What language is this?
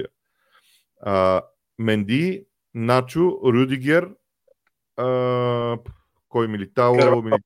Bulgarian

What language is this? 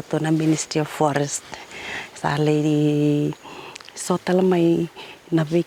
Fijian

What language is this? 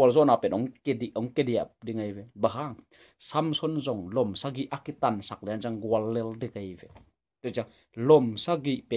Tedim Chin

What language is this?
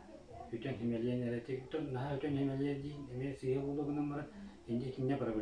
Yakut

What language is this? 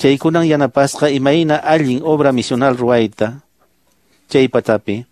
Quechua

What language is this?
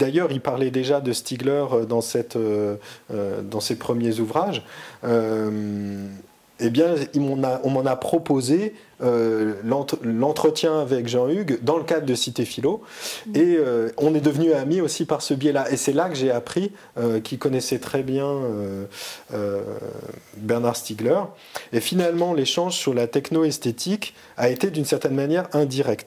French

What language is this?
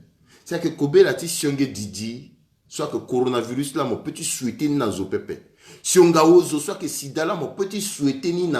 Sango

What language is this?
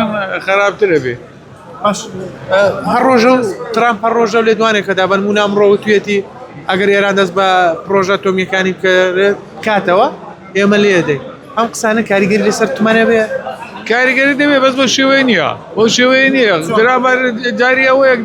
Central Kurdish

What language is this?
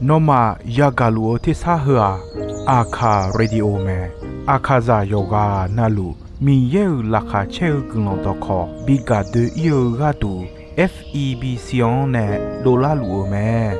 Akha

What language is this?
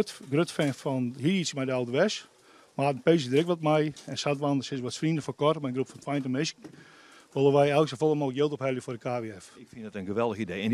Western Frisian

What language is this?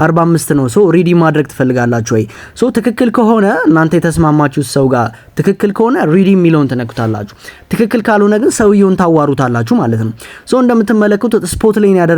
Amharic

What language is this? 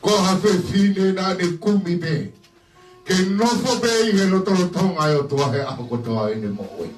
Tongan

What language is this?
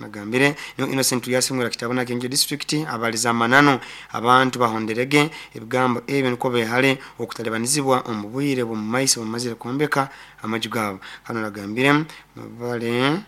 Nyoro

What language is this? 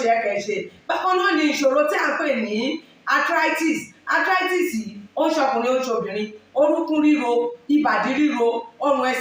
Yoruba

